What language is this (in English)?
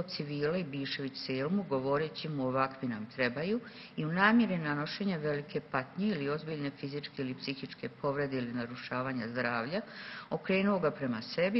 Serbian